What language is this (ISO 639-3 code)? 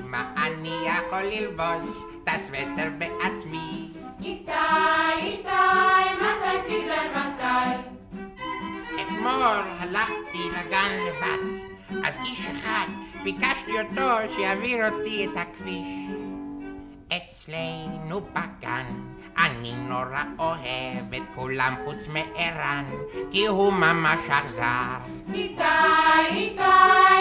heb